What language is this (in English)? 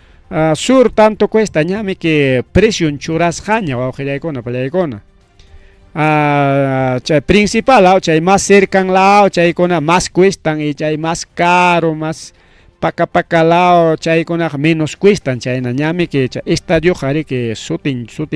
Ayacucho Quechua